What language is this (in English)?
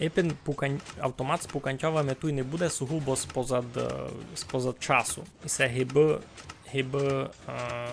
Rusyn